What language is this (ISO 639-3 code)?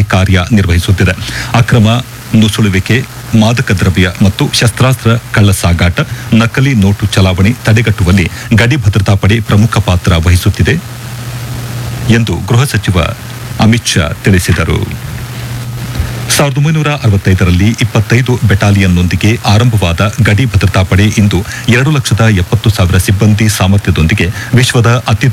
kan